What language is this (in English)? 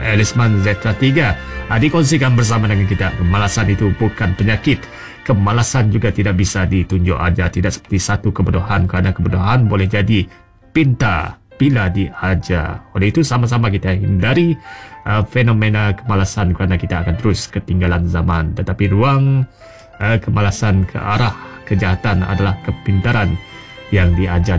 Malay